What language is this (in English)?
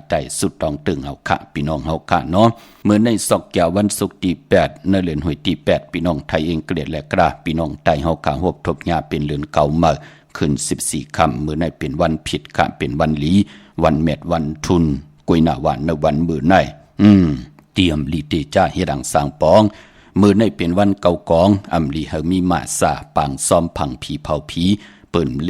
Shan